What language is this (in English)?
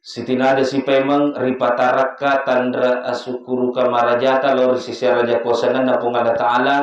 Buginese